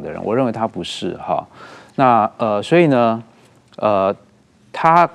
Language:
Chinese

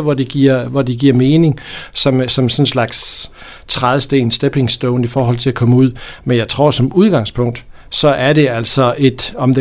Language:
Danish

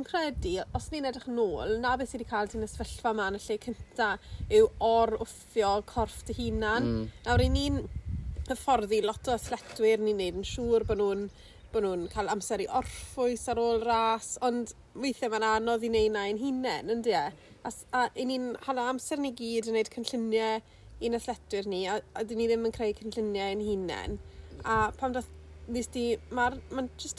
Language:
Welsh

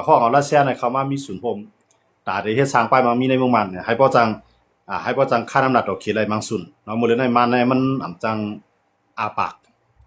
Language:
Shan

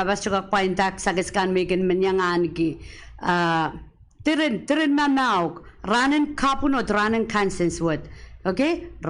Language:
Pohnpeian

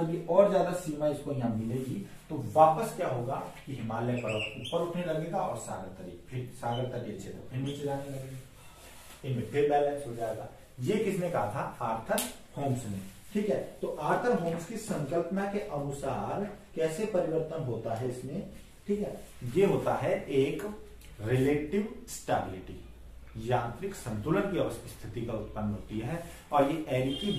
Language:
Hindi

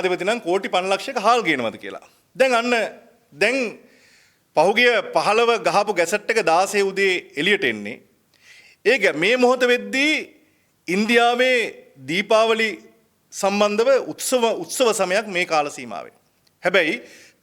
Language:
Sinhala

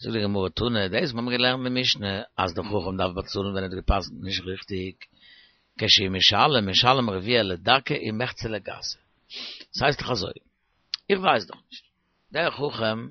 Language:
Yiddish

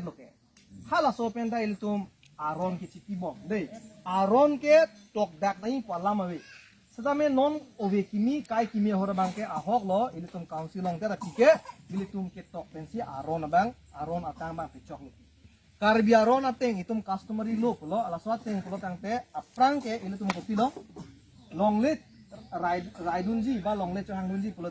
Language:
Karbi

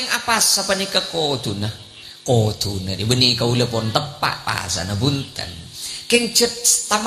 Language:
Madurese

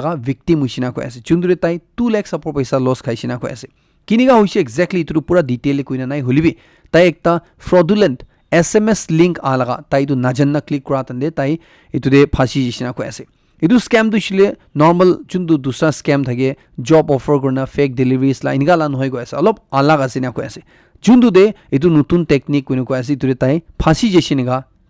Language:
Naga Pidgin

